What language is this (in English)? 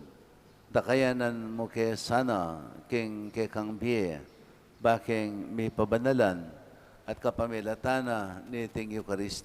Pampanga